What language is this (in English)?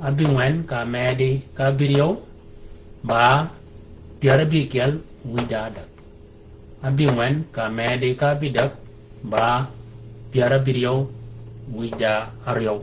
Shilluk